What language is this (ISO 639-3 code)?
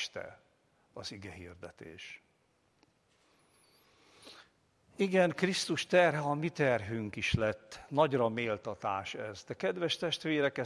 hun